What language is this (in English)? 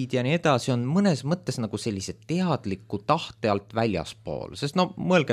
Estonian